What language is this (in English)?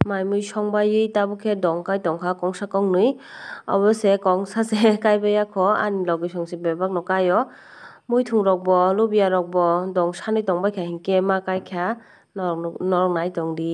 Kok Borok